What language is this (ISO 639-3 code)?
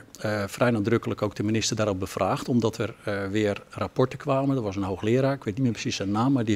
nld